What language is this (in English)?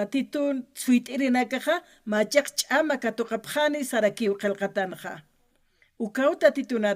Aymara